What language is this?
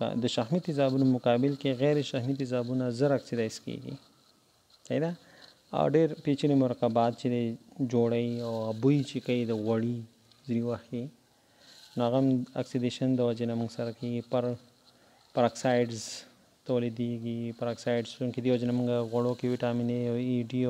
Pashto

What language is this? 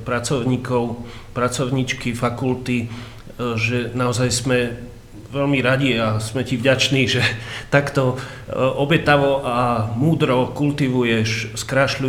Slovak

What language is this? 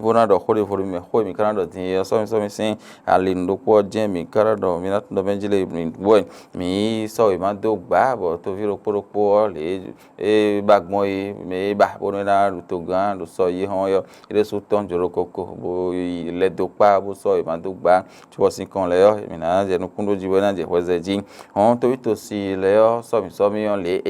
Fon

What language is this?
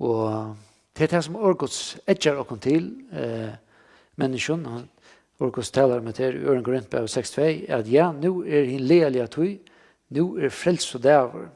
Faroese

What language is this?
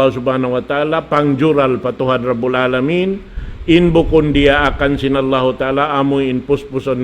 Tausug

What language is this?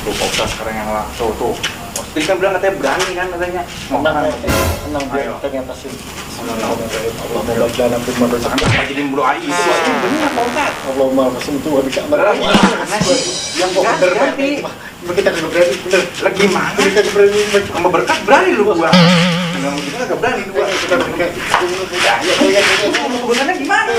Betawi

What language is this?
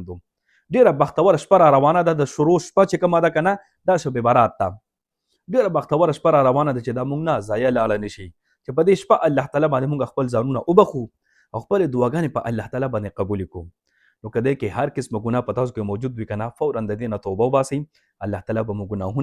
Pashto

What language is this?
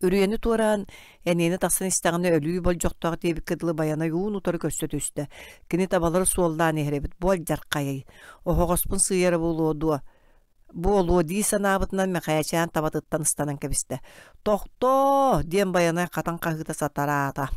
Yakut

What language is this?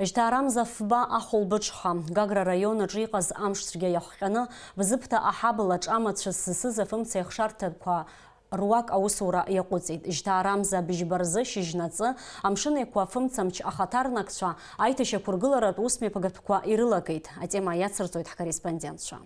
Abkhazian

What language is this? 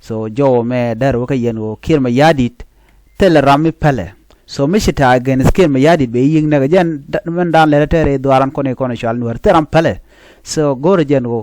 Nuer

